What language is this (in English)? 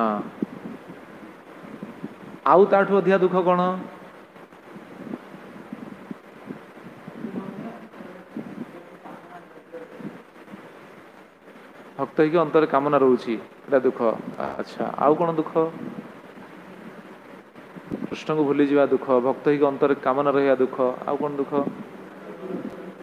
Odia